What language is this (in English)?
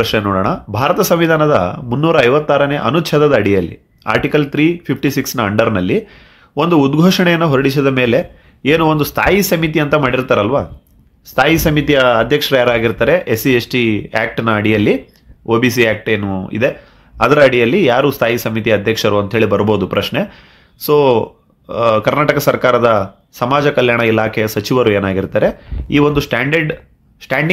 Kannada